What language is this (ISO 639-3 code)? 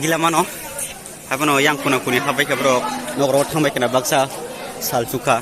trp